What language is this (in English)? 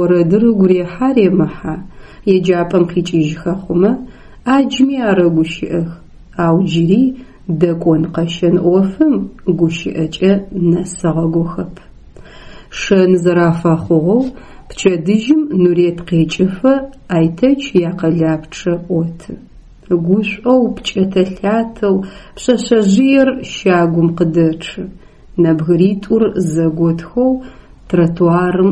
Adyghe